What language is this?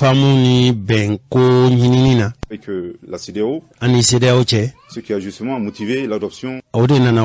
Bambara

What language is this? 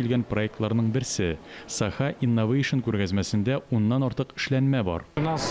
Tatar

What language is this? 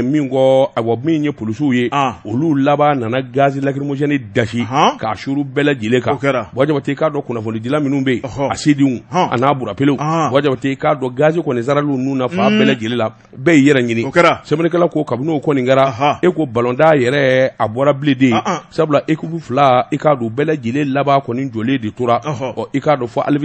Bambara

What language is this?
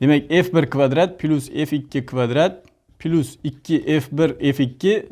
Uzbek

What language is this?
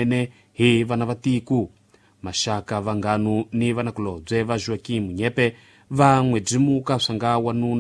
Tsonga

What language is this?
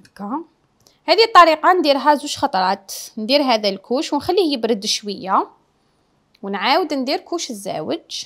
Algerian Arabic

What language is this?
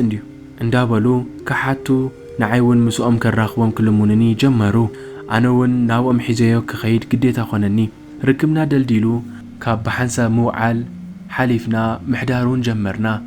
Tigrinya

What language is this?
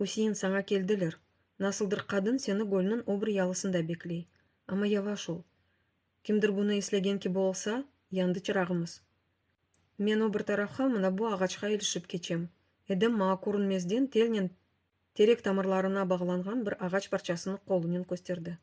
Crimean Tatar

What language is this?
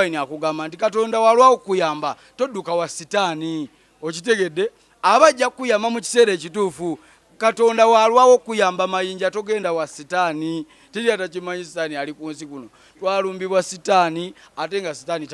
Ganda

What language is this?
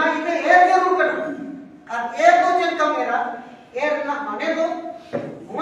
Santali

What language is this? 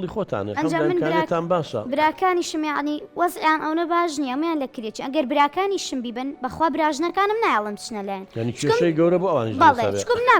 Central Kurdish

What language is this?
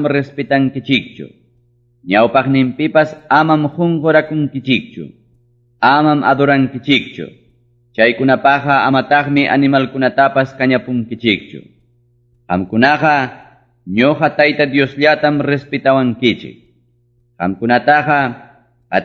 Ayacucho Quechua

